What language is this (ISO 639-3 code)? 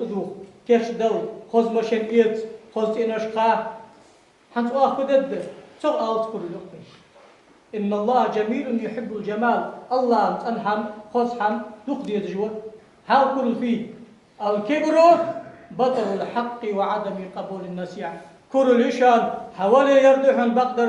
inh